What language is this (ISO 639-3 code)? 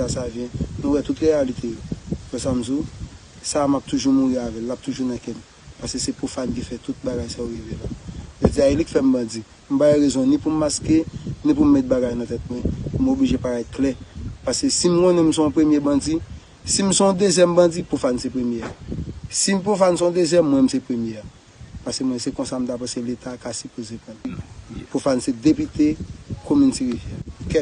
hat